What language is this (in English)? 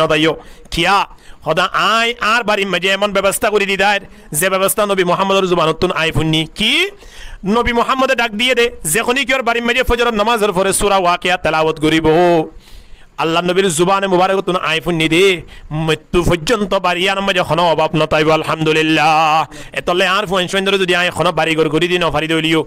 Rohingya